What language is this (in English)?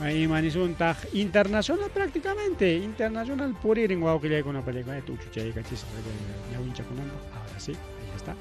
Ayacucho Quechua